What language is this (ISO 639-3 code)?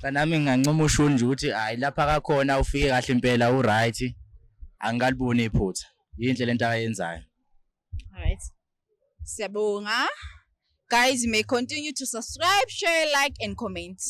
zul